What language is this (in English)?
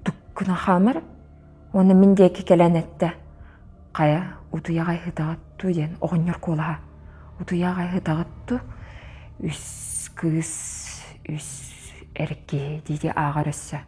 Yakut